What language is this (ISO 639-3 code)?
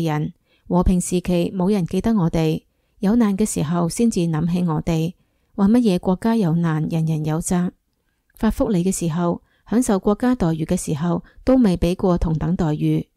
yue